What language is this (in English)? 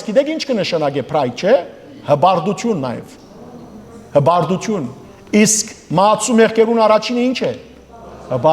Western Armenian